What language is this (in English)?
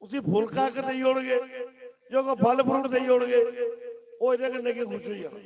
Dogri